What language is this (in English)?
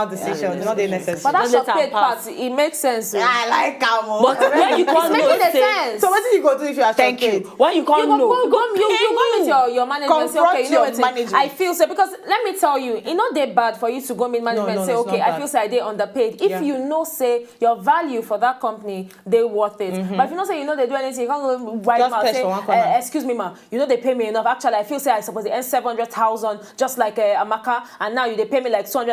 Nigerian Pidgin